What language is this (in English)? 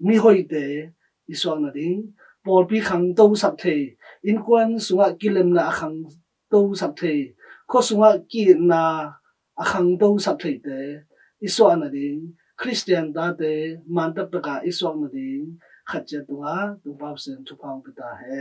Tedim Chin